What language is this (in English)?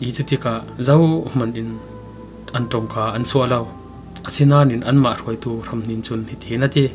Falam Chin